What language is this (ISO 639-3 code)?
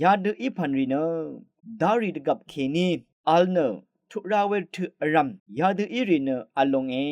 raw